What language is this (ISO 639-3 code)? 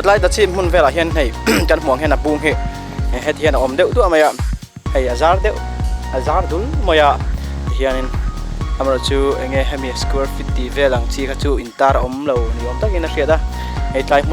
lus